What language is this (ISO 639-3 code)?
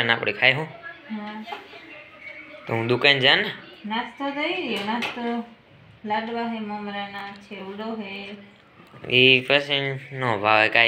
guj